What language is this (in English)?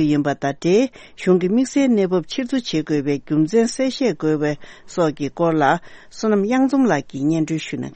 Tibetan